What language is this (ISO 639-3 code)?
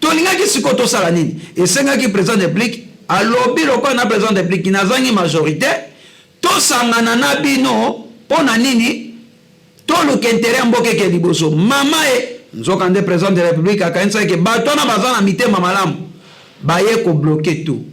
lin